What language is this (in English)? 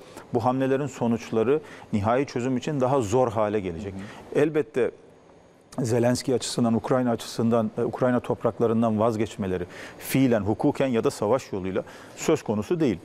Turkish